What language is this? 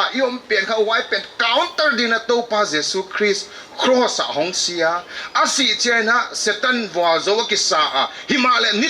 Paite Chin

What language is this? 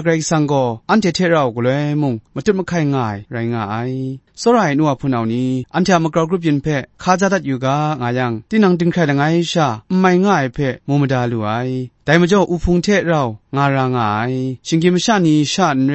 Kachin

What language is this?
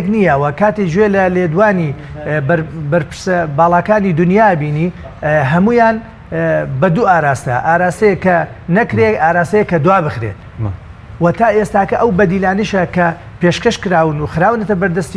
Central Kurdish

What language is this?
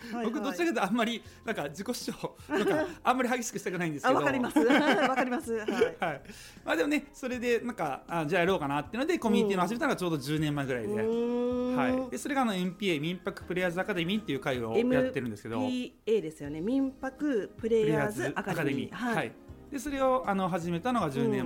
Japanese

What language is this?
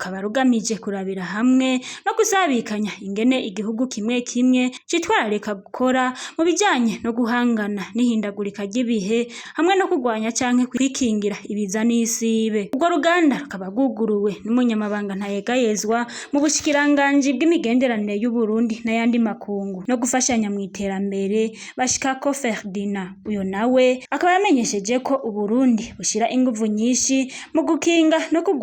Rundi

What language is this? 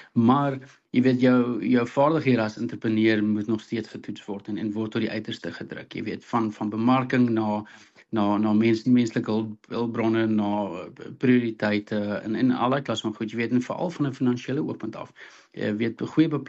Afrikaans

